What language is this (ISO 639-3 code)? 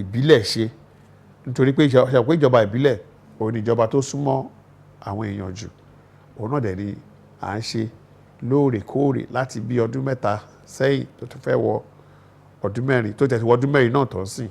yor